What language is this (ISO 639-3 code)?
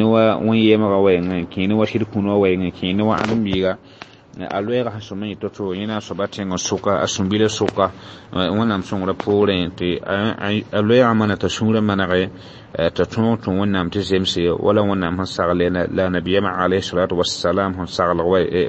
mos